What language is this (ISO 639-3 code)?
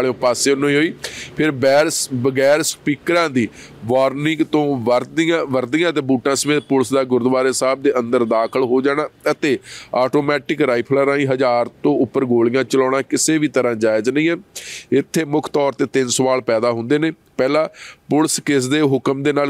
pan